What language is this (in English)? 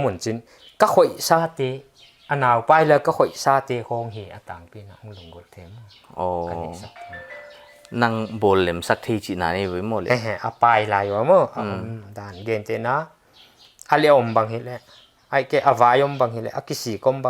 Paite Chin